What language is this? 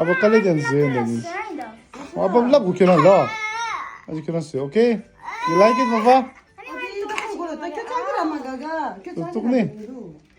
Tibetan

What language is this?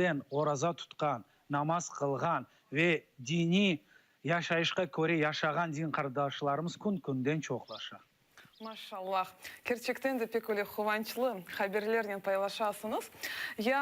Crimean Tatar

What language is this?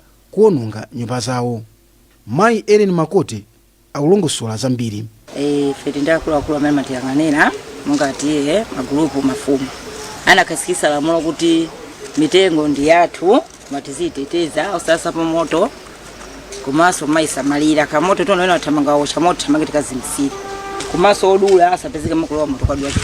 Nyanja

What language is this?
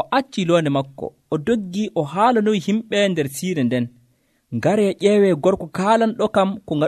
Nigerian Fulfulde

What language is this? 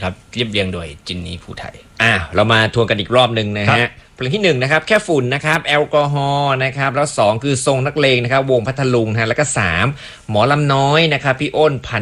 Thai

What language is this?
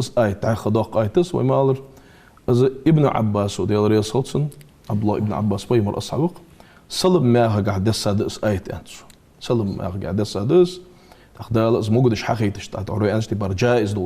Ingush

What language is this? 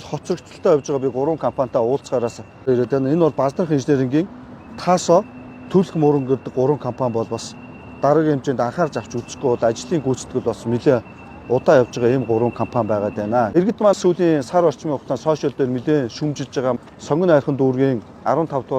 Mongolian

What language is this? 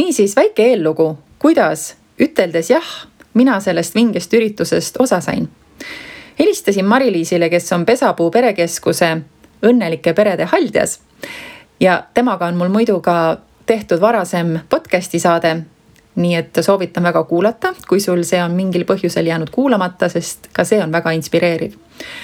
Estonian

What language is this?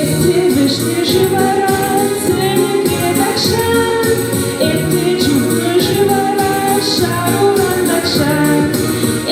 Chuvash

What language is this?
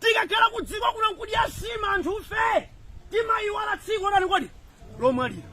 Nyanja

